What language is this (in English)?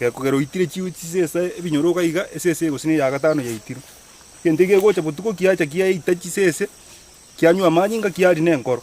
Gusii